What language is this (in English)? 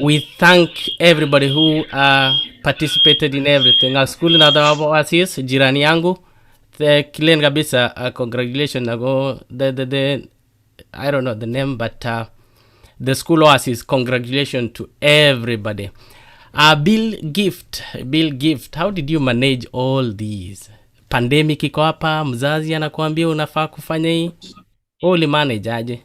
Kalenjin